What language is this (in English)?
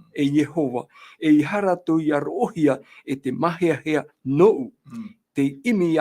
Tahitian